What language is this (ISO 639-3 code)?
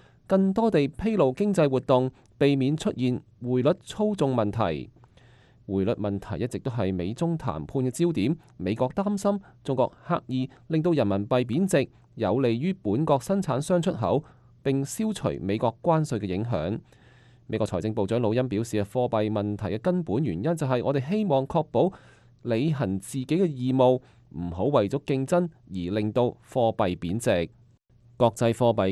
yue